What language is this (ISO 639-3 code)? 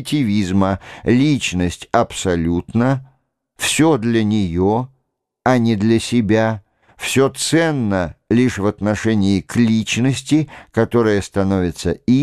rus